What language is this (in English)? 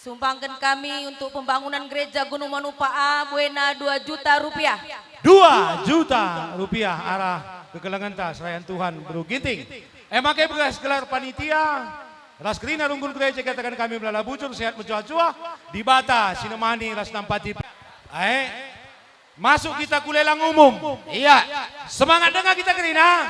Batak Karo